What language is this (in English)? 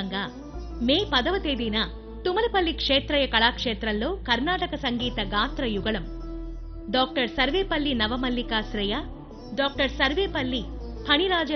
Telugu